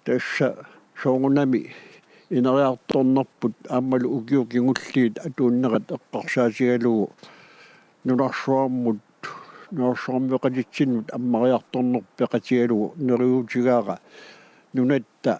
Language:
Kalaallisut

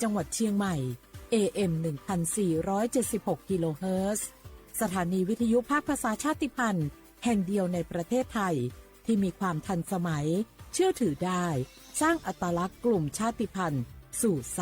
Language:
Lahu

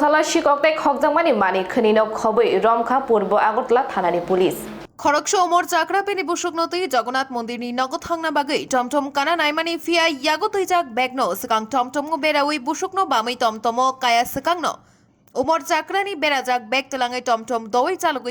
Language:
Kok Borok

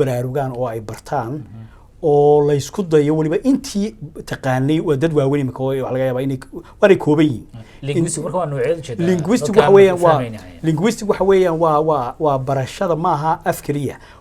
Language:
Somali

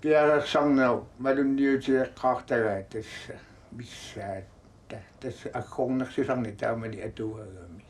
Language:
Kalaallisut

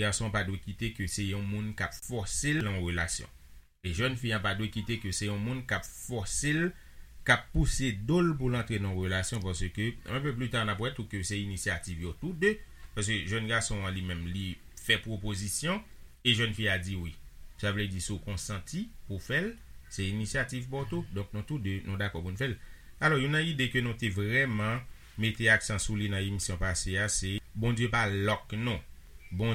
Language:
Haitian Creole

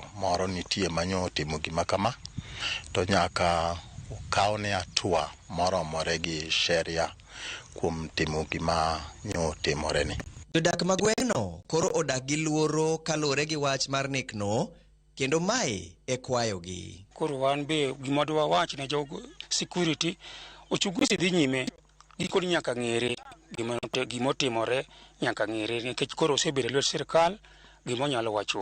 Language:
Luo (Kenya and Tanzania)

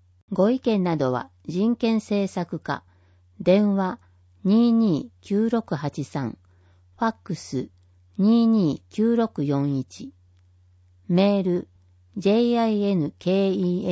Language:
Japanese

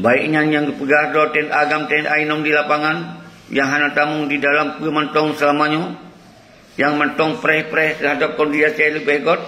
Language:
Achinese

